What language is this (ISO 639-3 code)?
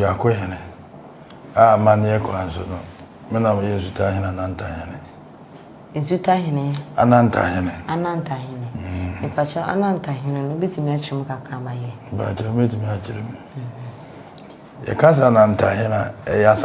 aka